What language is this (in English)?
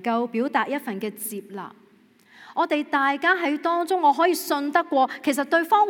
Cantonese